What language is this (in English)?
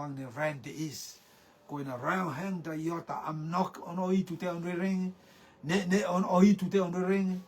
Rotuman